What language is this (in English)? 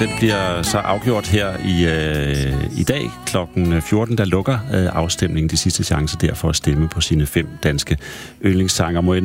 Danish